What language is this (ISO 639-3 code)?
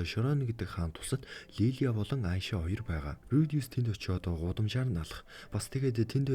mon